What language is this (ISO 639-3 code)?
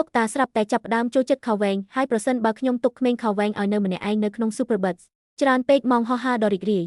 khm